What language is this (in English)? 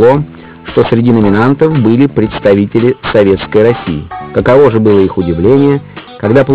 Russian